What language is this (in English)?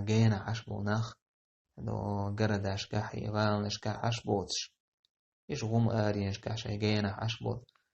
Chechen